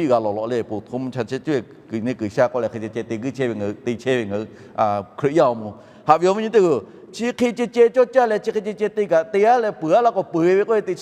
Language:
Lahu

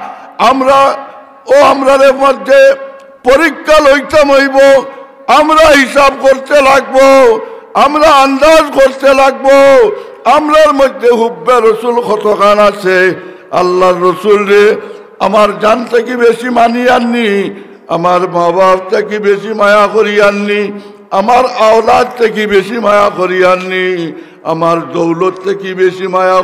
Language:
Sylheti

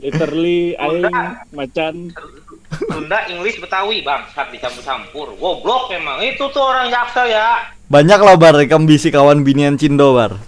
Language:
Banjar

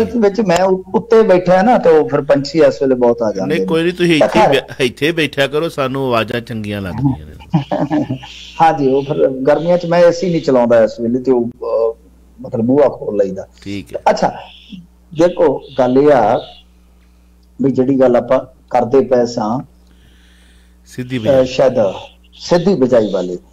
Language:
Punjabi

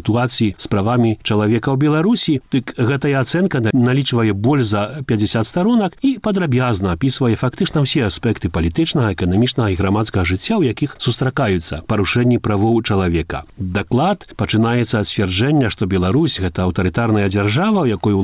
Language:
Belarusian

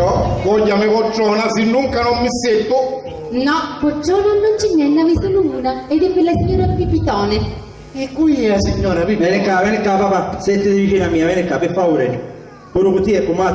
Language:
Sicilian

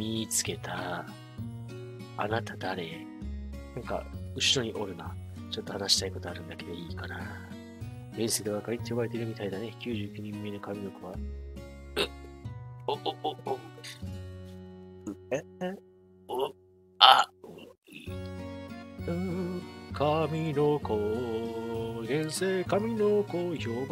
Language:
Japanese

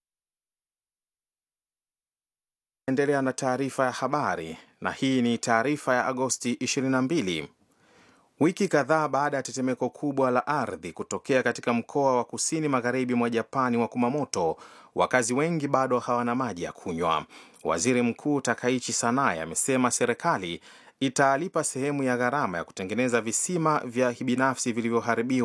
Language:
Swahili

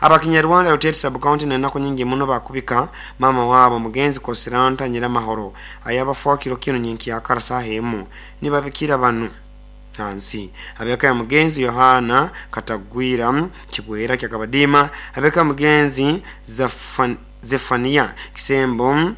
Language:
Nyoro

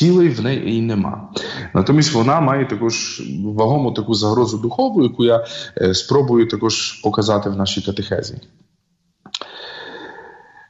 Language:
Ukrainian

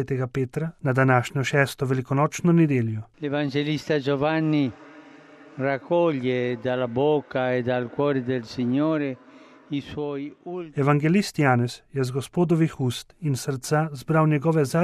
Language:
Slovenian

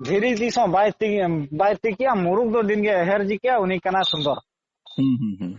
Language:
Santali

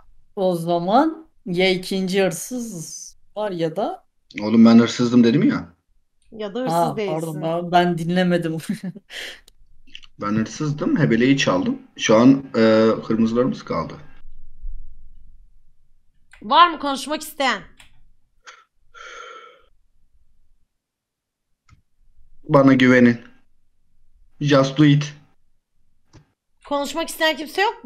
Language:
Turkish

